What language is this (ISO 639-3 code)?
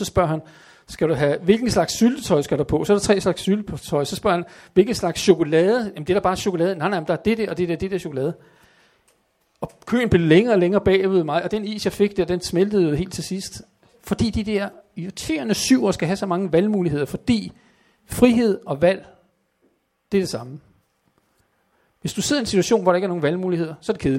dan